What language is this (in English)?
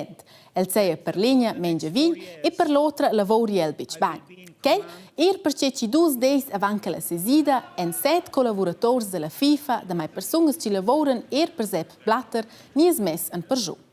Romansh